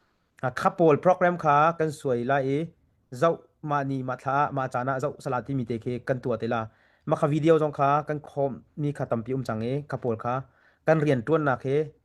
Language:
Hakha Chin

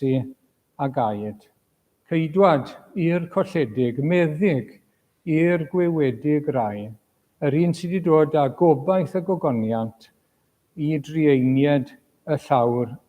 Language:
Welsh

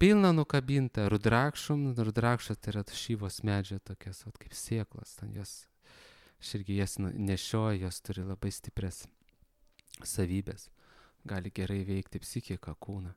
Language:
Lithuanian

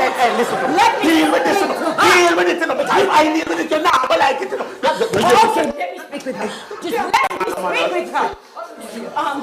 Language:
Jamaican Creole English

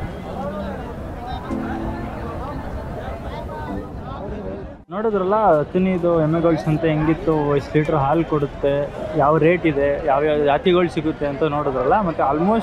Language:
Kannada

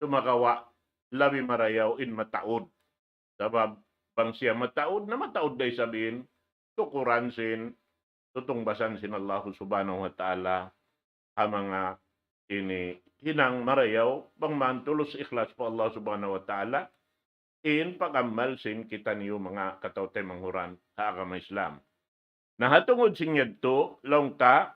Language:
Tausug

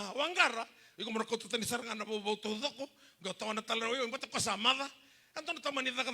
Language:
Fijian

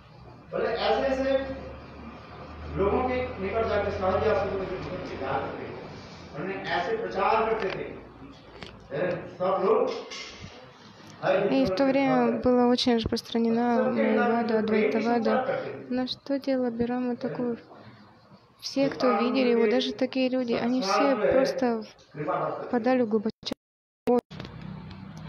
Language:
Russian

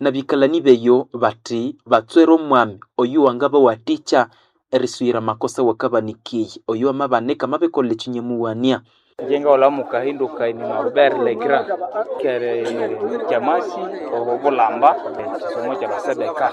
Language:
Nande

